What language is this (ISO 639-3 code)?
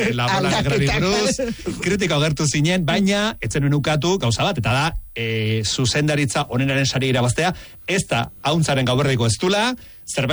eus